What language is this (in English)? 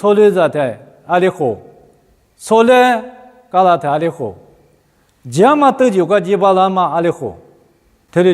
Lisu